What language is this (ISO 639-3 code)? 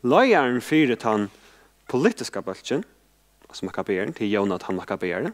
fao